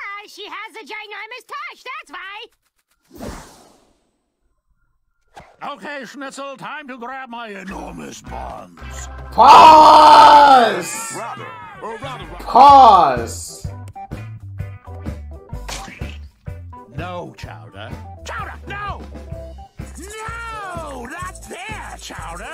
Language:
English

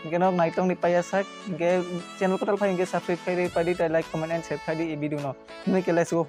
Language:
Kok Borok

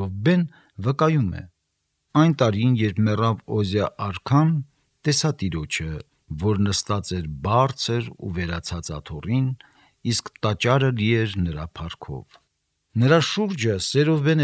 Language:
Armenian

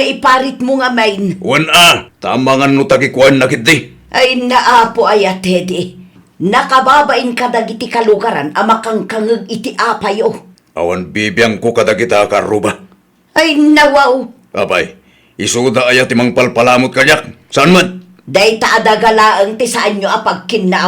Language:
Iloko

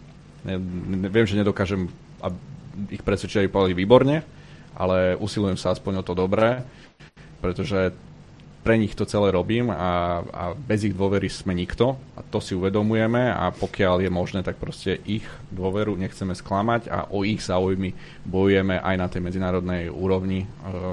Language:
Slovak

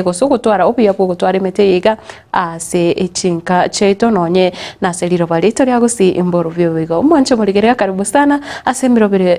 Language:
Gusii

